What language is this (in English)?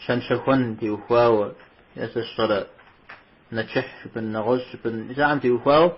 Kabardian